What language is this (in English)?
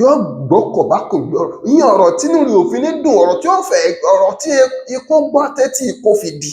Yoruba